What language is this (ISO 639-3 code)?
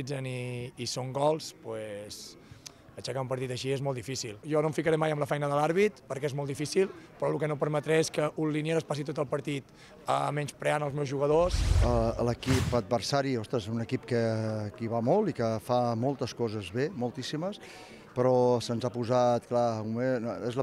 cat